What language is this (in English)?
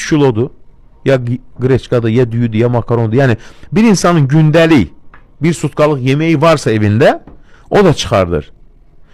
Azerbaijani